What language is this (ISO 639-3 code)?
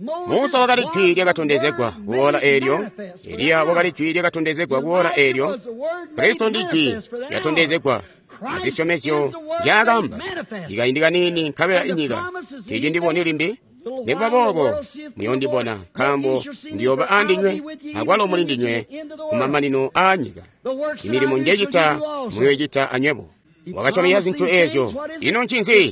toi